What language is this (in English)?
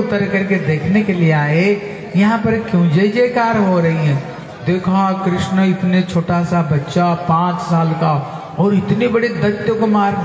Hindi